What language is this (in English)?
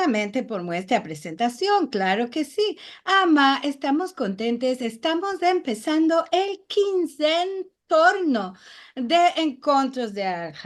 Ladino